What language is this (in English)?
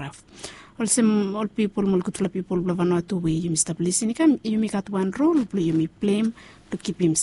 Bislama